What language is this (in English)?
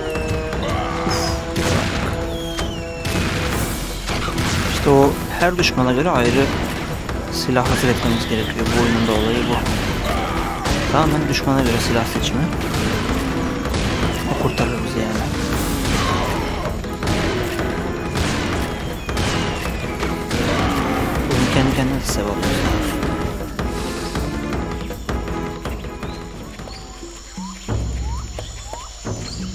Turkish